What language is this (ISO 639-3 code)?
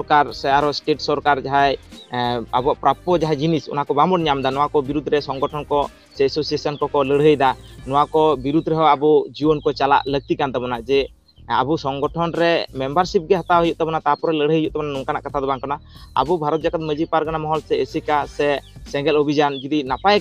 sat